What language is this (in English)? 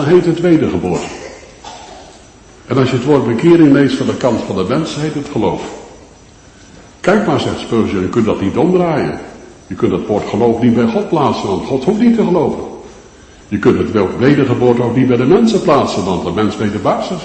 Dutch